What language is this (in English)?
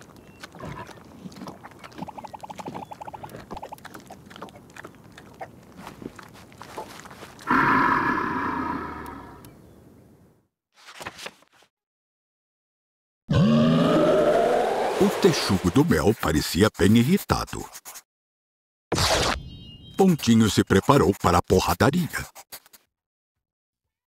Portuguese